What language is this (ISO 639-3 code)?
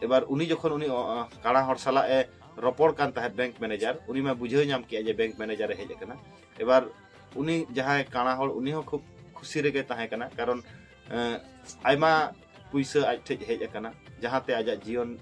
sat